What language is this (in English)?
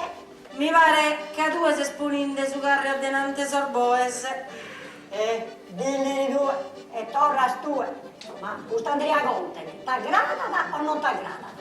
Sardinian